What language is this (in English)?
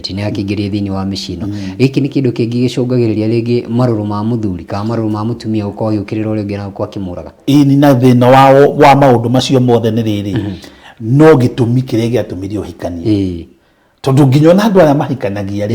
Kikuyu